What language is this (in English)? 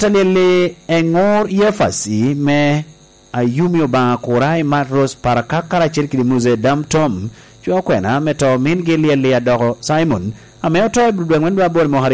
Lango (Uganda)